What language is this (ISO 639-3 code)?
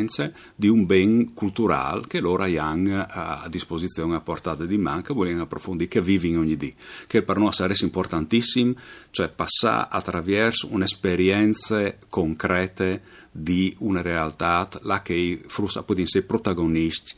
fur